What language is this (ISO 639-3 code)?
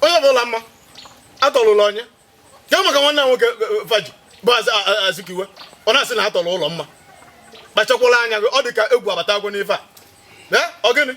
ibo